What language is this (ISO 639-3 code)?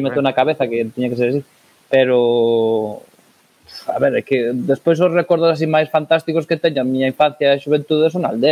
glg